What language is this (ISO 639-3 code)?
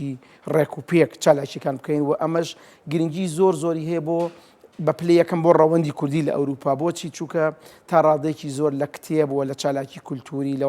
ckb